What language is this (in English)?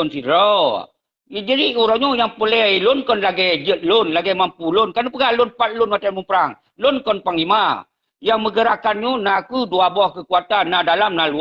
Achinese